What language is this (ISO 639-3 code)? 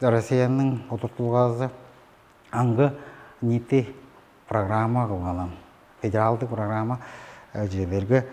tyv